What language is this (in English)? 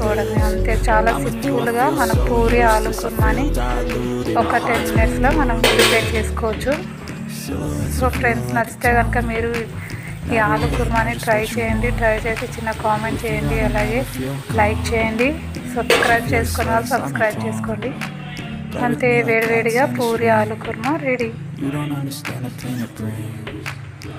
Telugu